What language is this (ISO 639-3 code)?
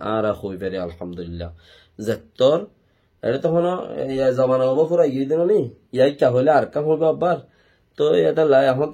rhg